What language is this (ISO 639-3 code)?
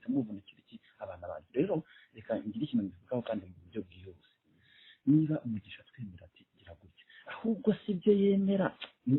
kin